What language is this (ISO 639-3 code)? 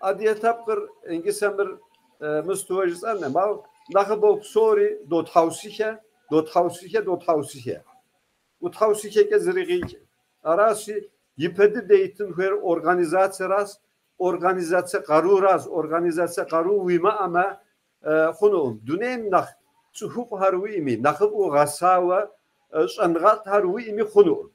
kbd